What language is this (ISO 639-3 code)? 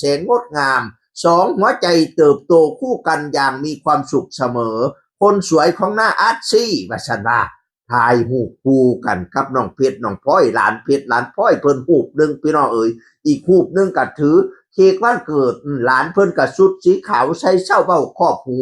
tts